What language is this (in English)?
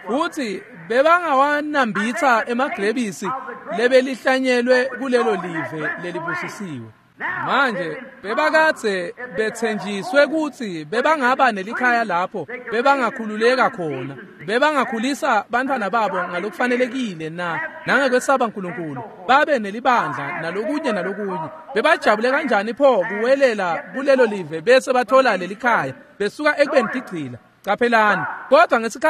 Swati